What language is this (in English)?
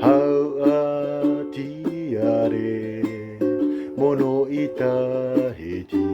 Tahitian